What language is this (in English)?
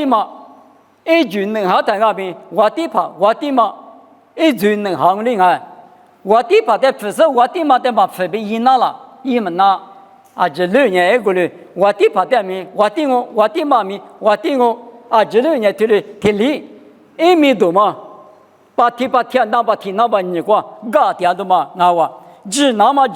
Lisu